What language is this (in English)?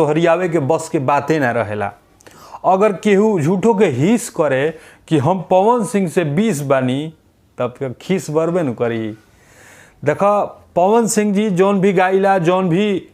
Bhojpuri